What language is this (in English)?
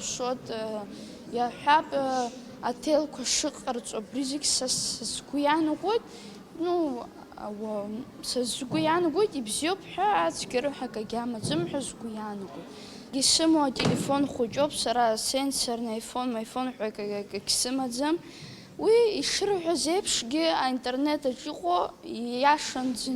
Abkhazian